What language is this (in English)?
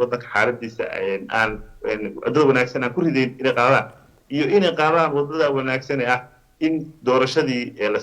Somali